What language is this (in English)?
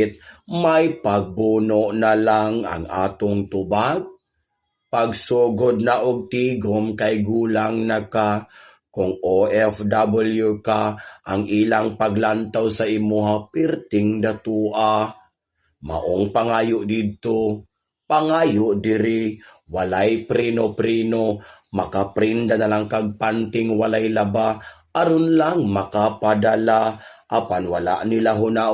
Cebuano